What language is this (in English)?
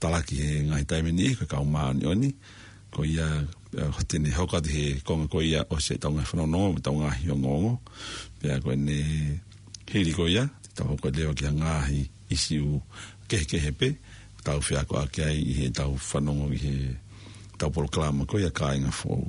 Tongan